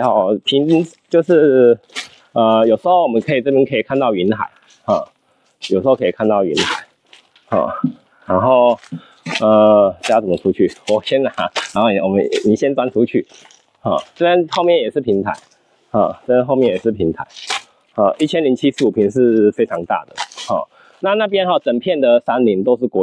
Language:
Chinese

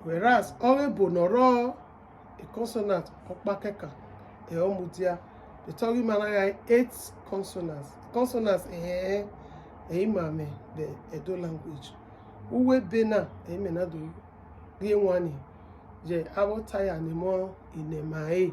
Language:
Bini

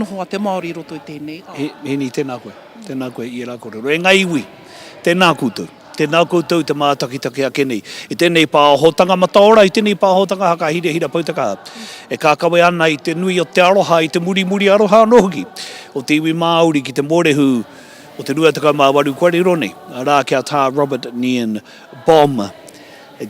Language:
Māori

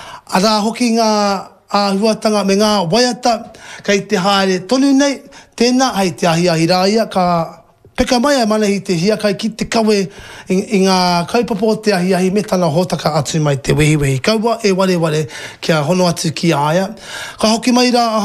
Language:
Māori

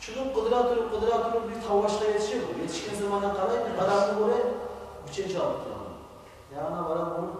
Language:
Kumyk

